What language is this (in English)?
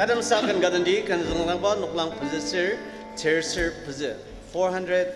Ao Naga